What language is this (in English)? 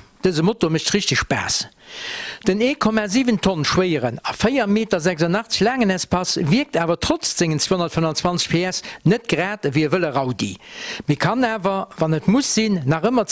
Luxembourgish